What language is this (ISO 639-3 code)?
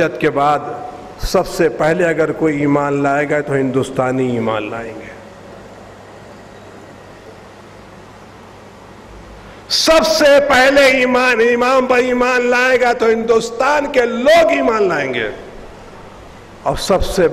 urd